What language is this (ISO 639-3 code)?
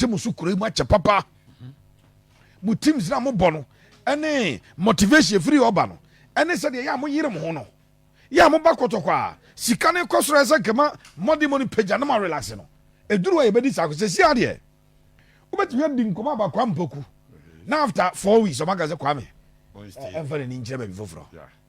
aka